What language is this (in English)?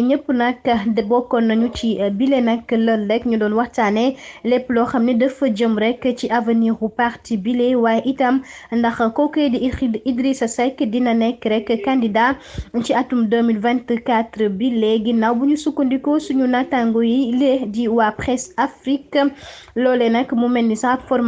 Wolof